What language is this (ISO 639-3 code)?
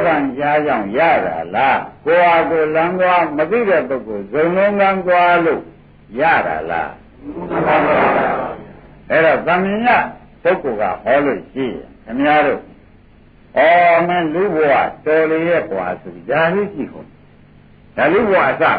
mya